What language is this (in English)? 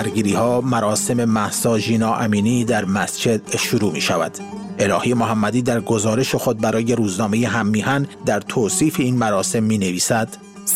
Persian